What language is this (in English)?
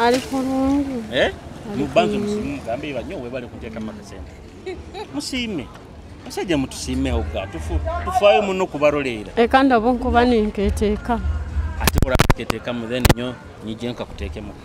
Nyoro